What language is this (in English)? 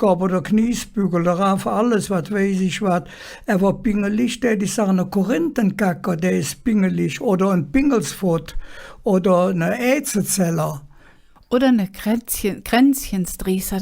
Colognian